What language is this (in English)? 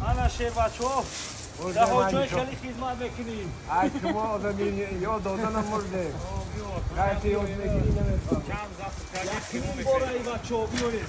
Tajik